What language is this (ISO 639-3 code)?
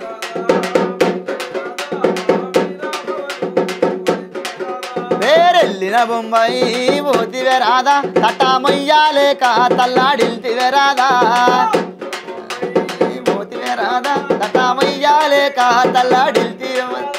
tel